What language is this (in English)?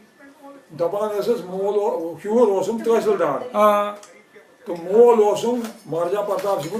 Kashmiri